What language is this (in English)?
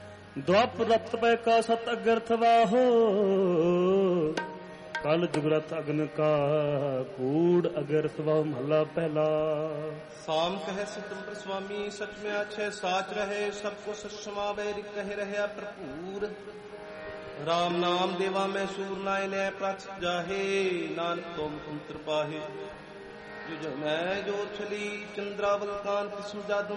Punjabi